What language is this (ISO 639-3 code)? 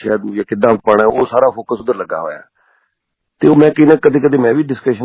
pan